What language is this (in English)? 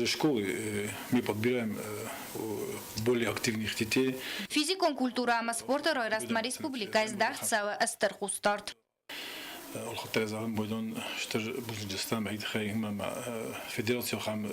Ossetic